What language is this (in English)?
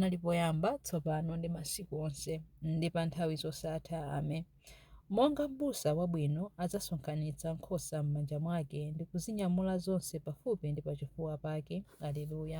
Nyanja